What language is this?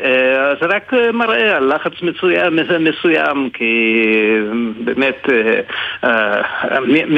Hebrew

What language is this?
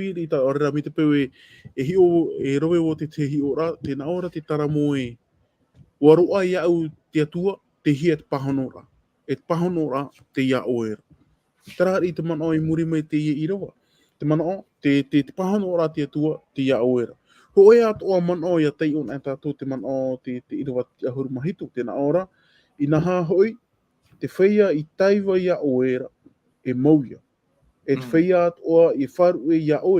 Tahitian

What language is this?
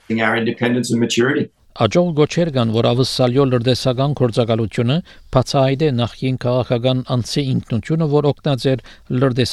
Armenian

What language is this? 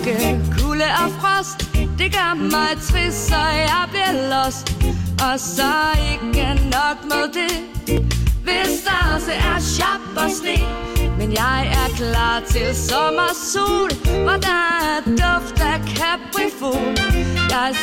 Danish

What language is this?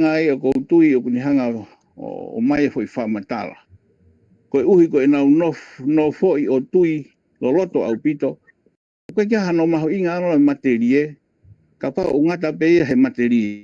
Tongan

